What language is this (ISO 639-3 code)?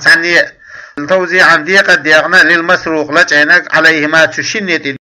che